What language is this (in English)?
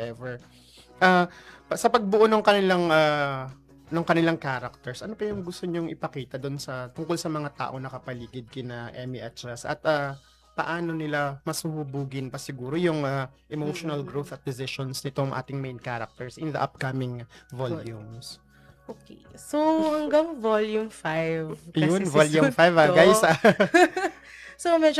Filipino